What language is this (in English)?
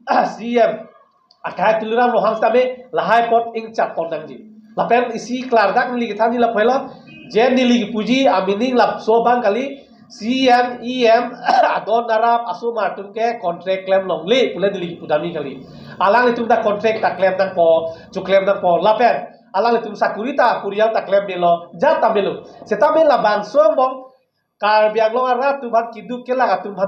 Karbi